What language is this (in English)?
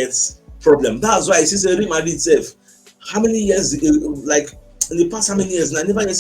Nigerian Pidgin